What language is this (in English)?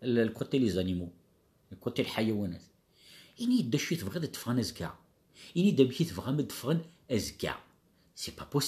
Kabyle